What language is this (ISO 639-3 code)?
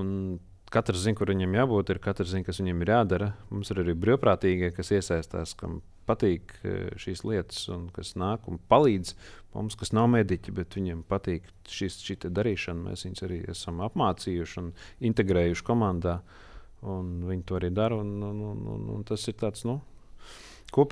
lav